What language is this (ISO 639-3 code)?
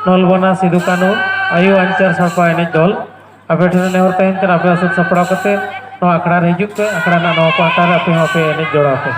sat